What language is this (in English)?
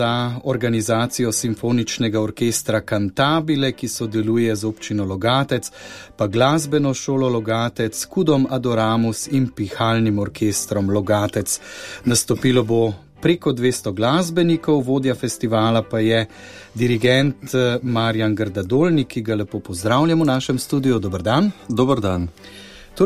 Slovenian